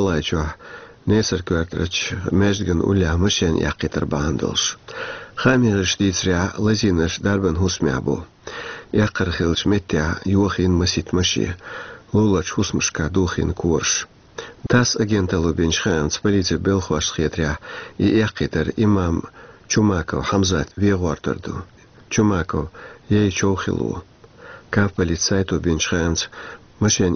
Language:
Chechen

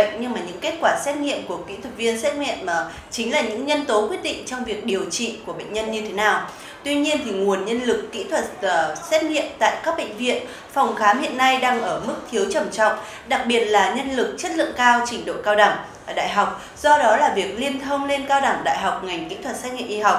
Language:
Vietnamese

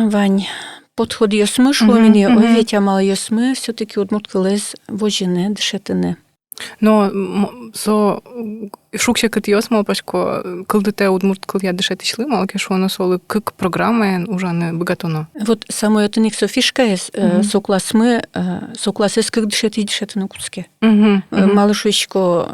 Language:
Udmurt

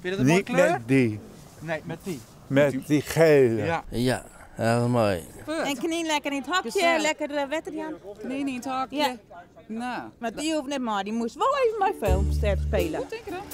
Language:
Western Frisian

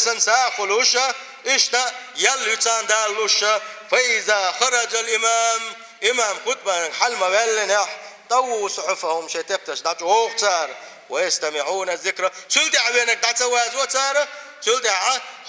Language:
Chechen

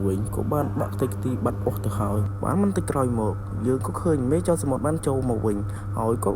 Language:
Khmer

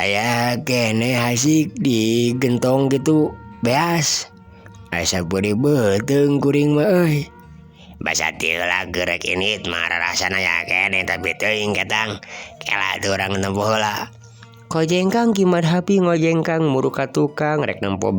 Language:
Sundanese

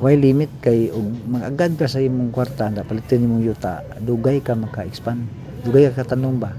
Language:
Cebuano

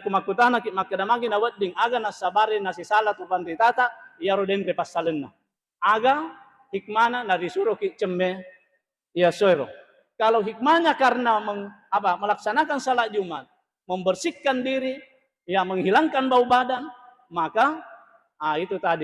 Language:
Buginese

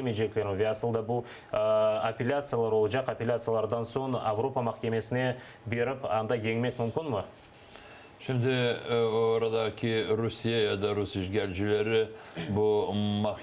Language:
Crimean Tatar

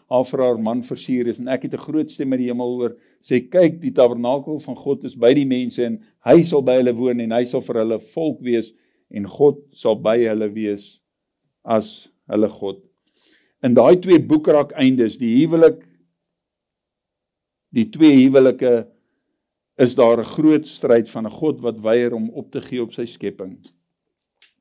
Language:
Afrikaans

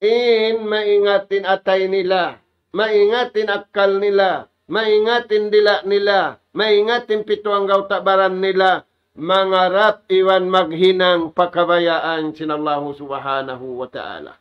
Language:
Tausug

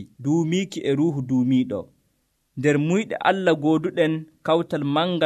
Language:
Nigerian Fulfulde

